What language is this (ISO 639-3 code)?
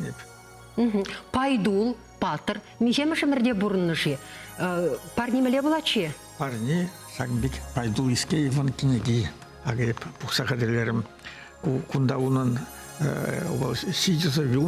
chv